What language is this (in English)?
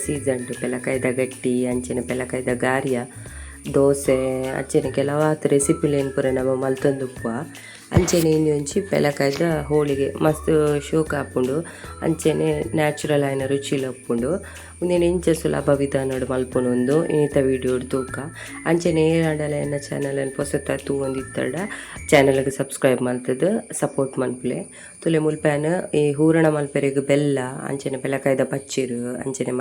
Tulu